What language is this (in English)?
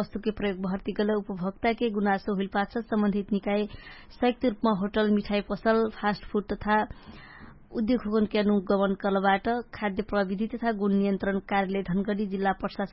Dangaura Tharu